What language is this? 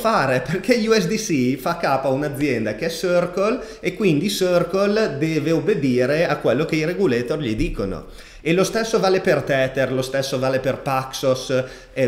Italian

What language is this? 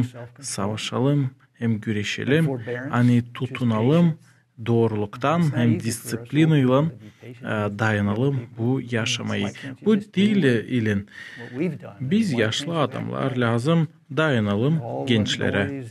Gagauz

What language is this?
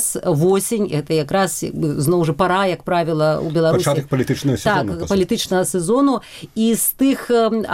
Belarusian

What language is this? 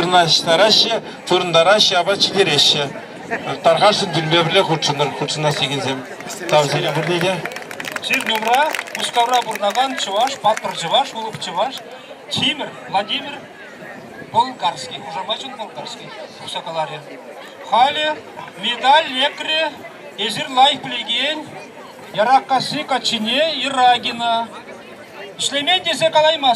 Chuvash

